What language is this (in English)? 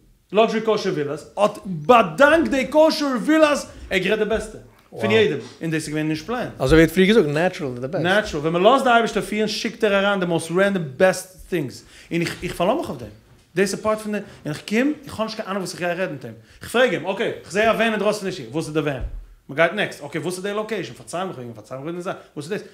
Yiddish